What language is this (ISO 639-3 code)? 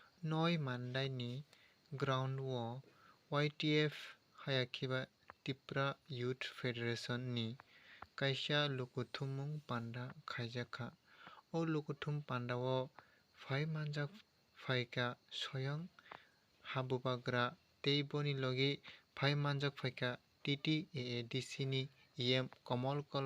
trp